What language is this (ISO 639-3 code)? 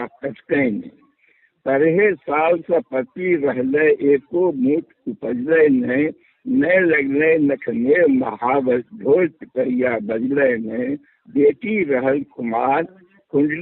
mag